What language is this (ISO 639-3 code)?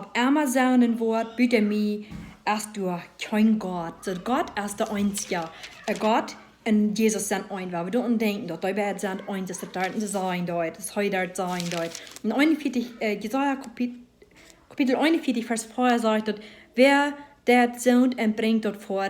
pdt